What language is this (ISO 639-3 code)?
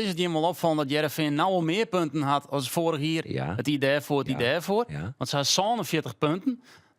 fry